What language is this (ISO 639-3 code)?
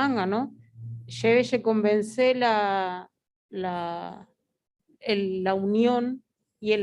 grn